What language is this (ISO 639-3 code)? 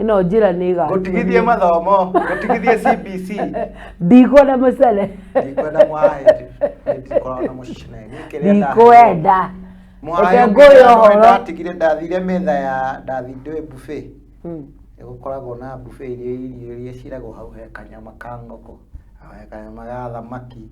kik